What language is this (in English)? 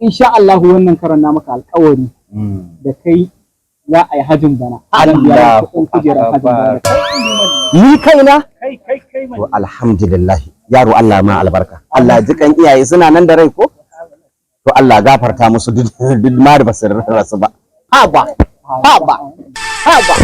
Hausa